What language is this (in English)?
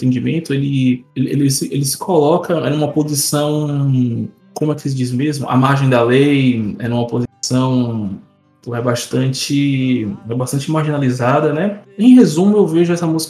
Portuguese